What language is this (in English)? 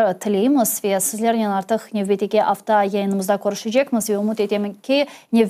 Crimean Tatar